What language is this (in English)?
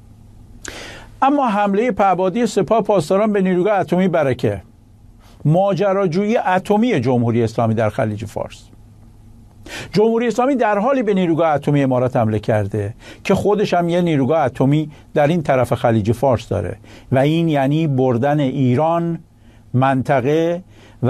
Persian